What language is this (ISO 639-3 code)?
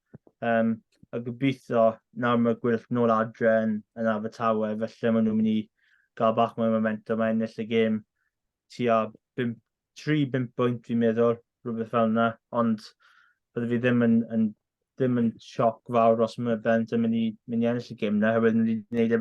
cym